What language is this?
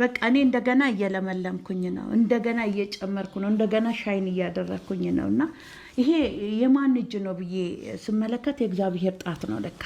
Amharic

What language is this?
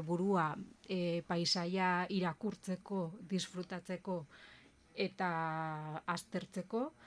Basque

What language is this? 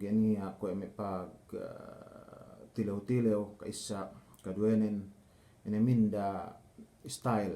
Yakan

